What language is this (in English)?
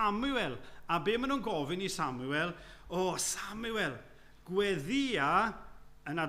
Welsh